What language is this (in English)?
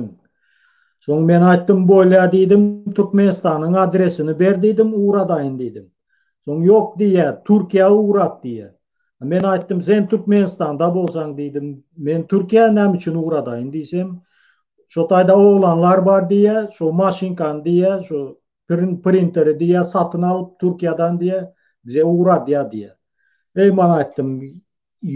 Turkmen